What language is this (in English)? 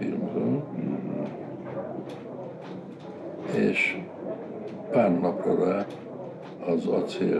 Hungarian